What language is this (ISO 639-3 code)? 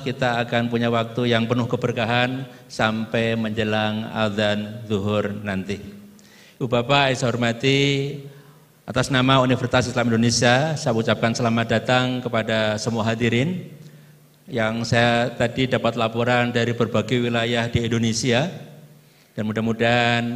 ind